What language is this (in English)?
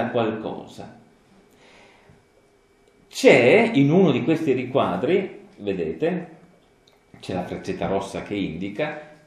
Italian